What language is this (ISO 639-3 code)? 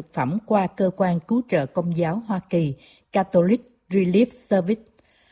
vie